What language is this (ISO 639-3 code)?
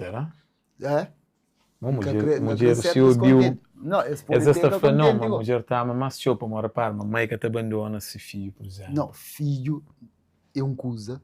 kea